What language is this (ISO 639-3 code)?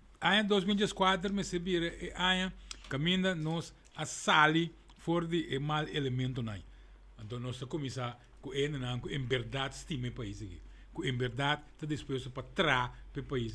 pap